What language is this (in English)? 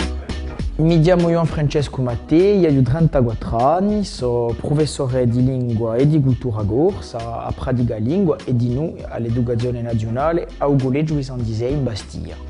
Corsican